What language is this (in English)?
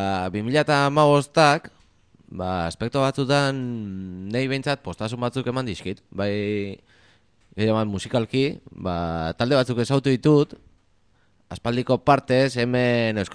Basque